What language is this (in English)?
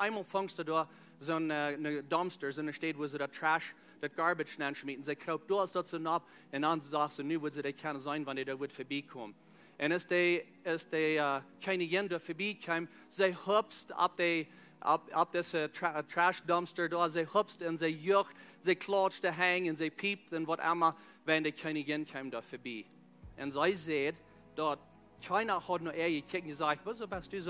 Plautdietsch